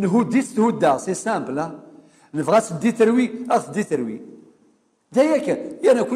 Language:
Kabyle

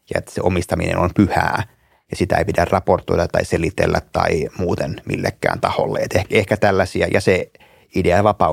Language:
Finnish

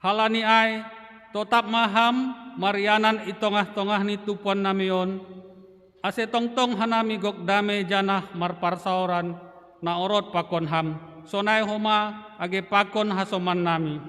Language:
Batak Simalungun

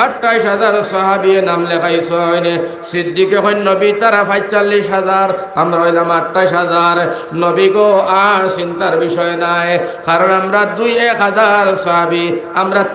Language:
Sylheti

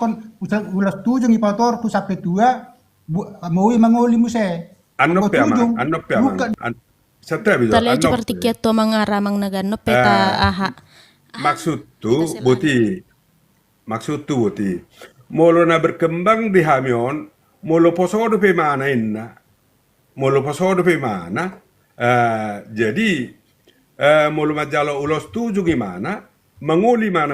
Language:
Batak Toba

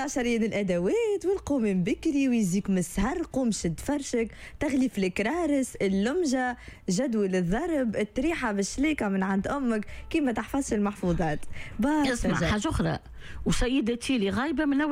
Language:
Tunisian Arabic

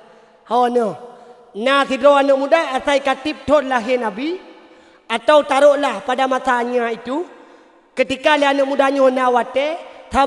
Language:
Achinese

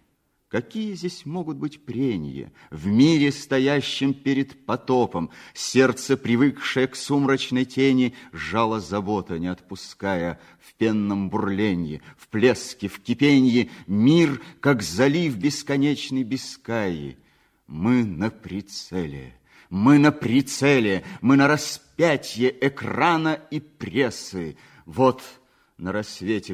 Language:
Russian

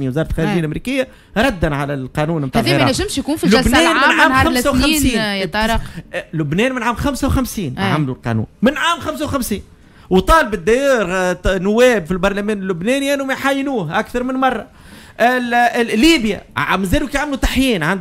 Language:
Tunisian Arabic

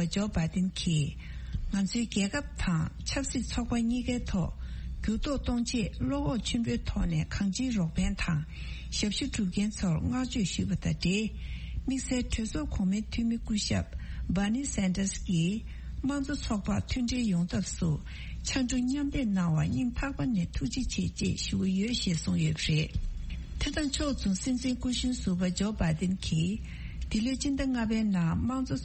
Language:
Tibetan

